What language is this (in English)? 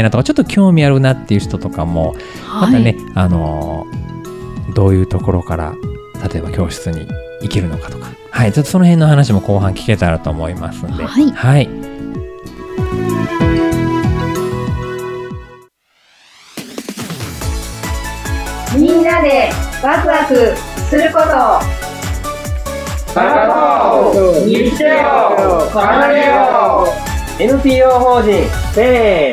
Japanese